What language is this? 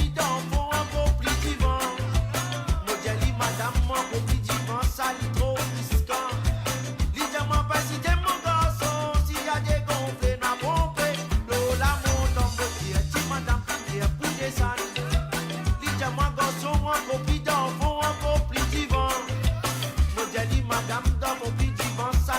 Morisyen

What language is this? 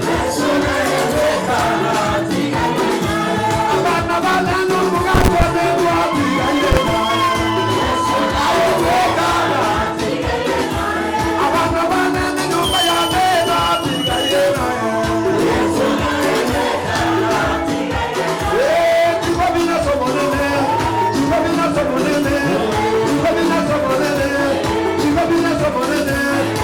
Gusii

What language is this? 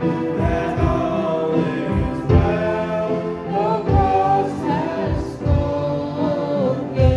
Central Mnong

